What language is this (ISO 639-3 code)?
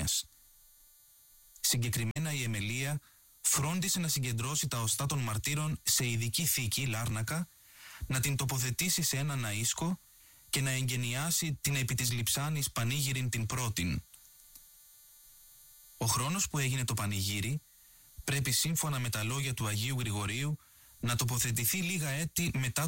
ell